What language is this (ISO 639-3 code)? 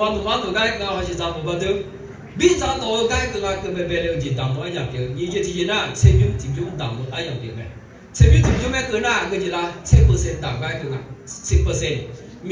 ahk